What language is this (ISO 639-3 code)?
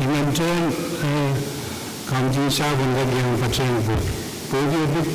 pon